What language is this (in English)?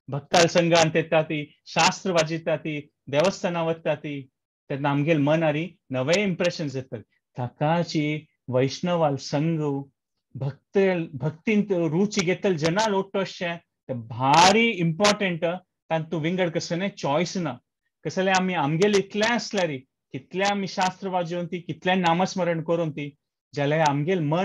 Konkani